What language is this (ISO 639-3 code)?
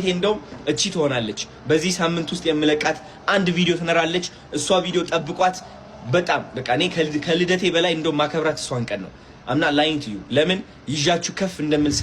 amh